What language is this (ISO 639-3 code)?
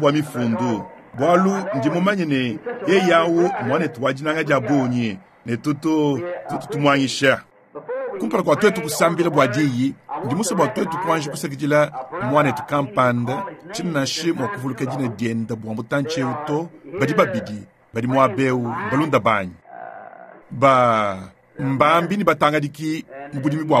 lua